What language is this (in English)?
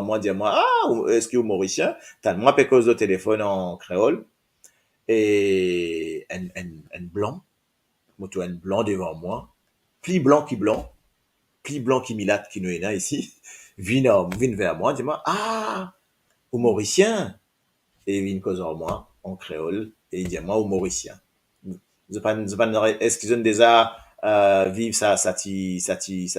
Morisyen